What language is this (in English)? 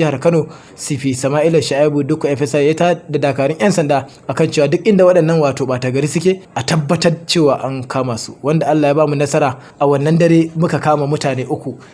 Hausa